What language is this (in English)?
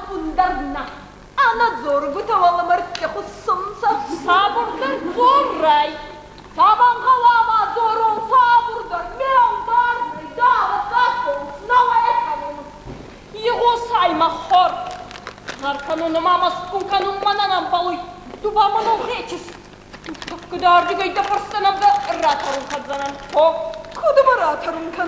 Ossetic